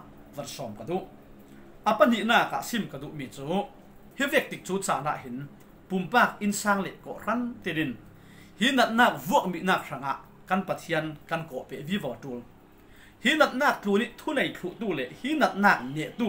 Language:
Falam Chin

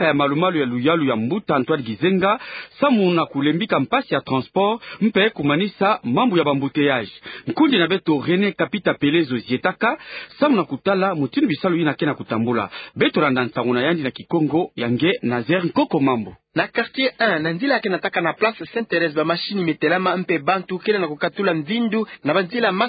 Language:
Kituba (Democratic Republic of Congo)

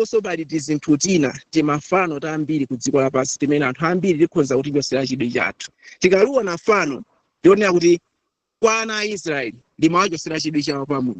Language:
Nyanja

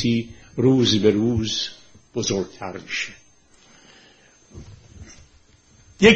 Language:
Persian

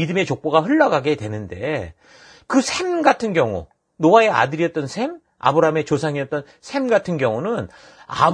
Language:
Korean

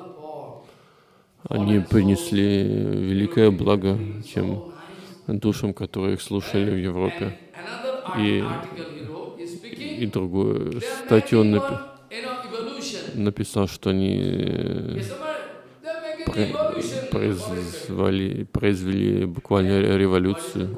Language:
Russian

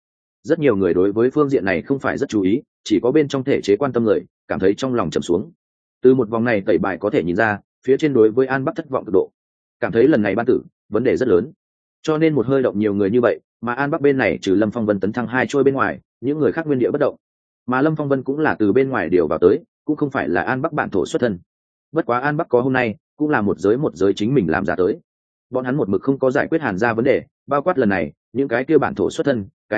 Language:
Vietnamese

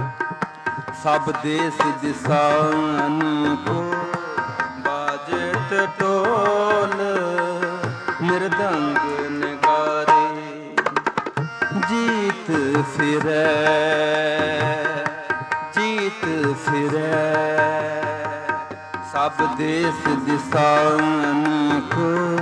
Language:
Punjabi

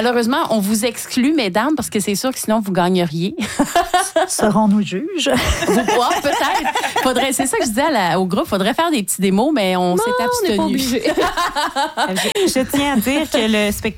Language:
French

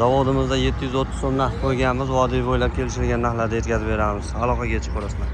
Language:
Uzbek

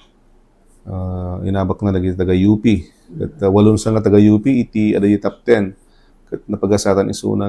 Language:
Iloko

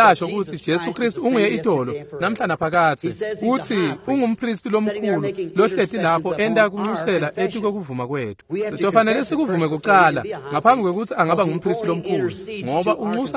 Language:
Swati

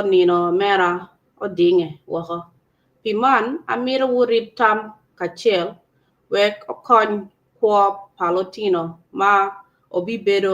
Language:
Acoli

